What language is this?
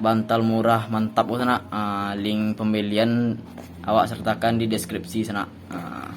Minangkabau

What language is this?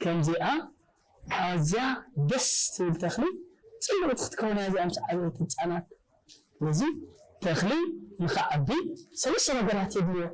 Tigrinya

